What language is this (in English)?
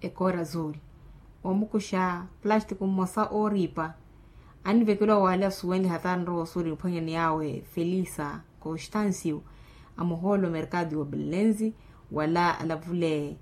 Makhuwa